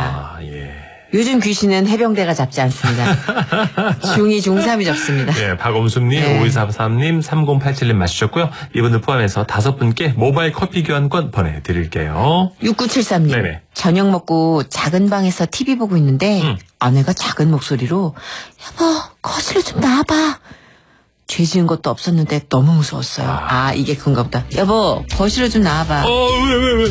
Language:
Korean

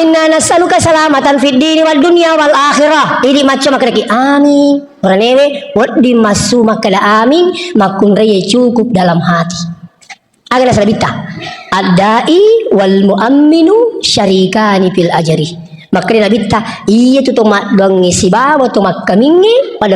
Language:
Buginese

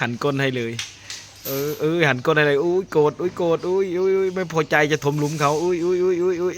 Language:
Northeastern Thai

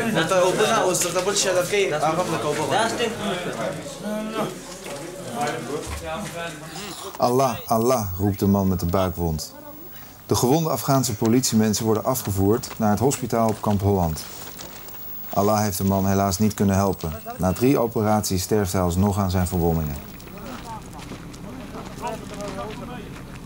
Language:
Dutch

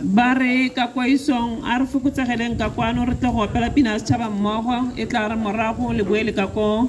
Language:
Tswana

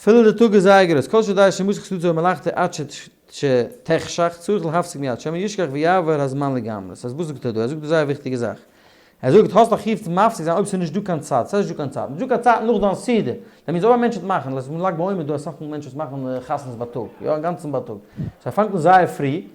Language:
Yiddish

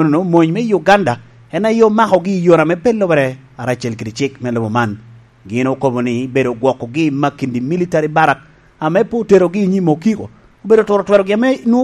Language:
Lango (Uganda)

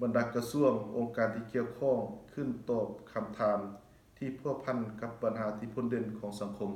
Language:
Lao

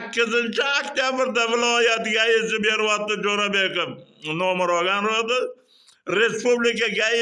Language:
Uzbek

